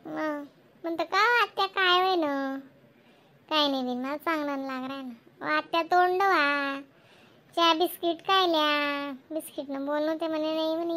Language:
Khandesi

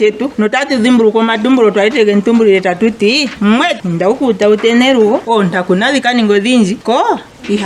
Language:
Ndonga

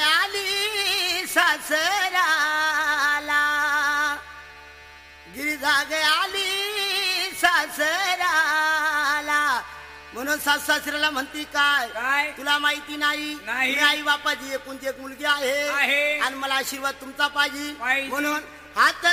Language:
Marathi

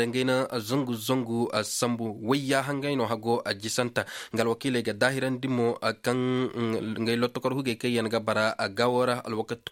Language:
Koyraboro Senni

